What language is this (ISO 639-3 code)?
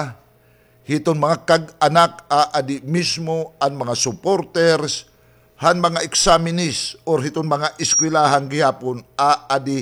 war